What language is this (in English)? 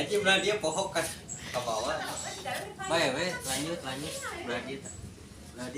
Sundanese